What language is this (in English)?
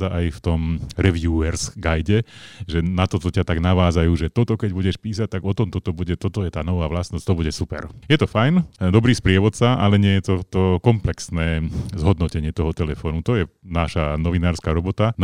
Slovak